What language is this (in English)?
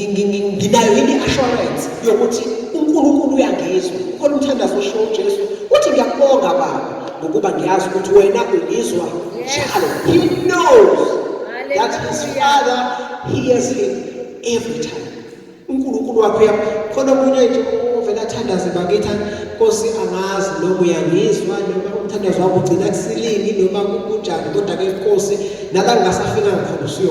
Zulu